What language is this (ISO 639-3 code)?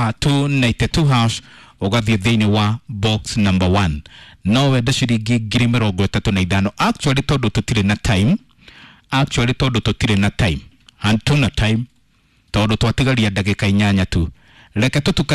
kik